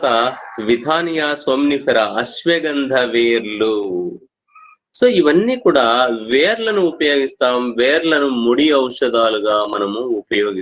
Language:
Telugu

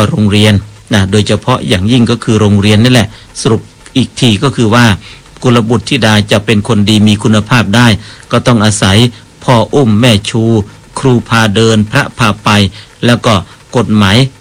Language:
Thai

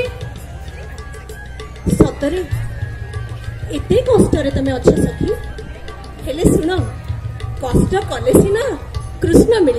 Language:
Odia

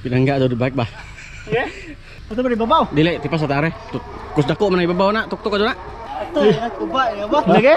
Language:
Cebuano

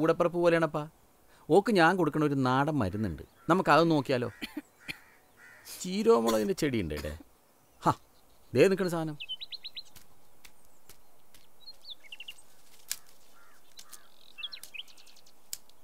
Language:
Malayalam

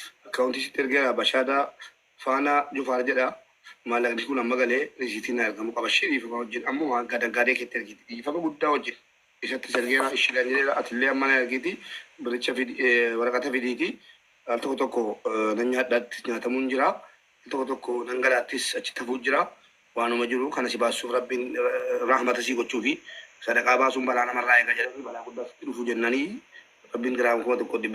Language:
Oromo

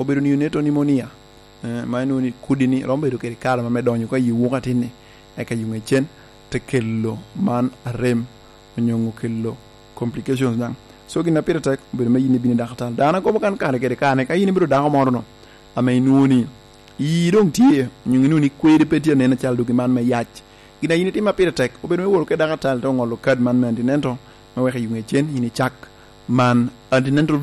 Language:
Lango (Uganda)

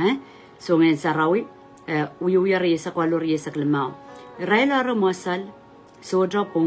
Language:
Pohnpeian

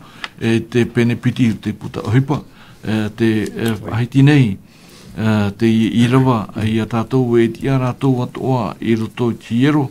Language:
Tahitian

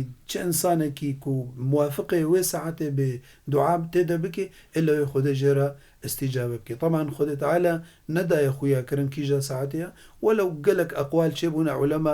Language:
Kurdish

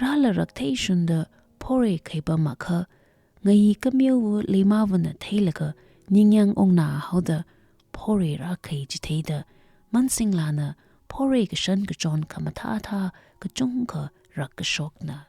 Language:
Tangkhul Naga (India)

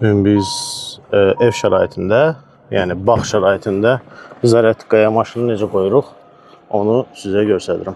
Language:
Azerbaijani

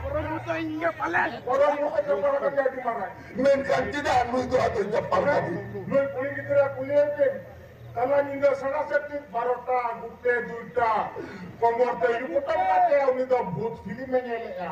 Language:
Santali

